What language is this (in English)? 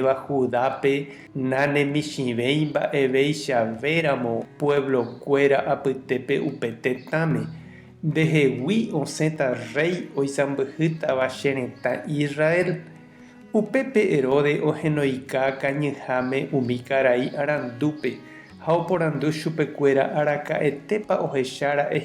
Guarani